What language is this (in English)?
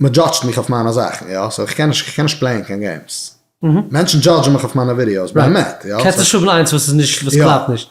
Yiddish